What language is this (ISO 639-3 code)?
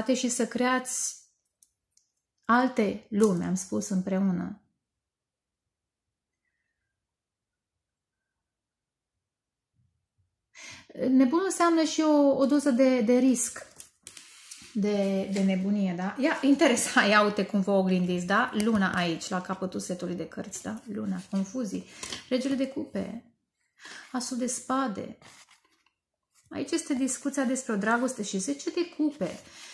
ron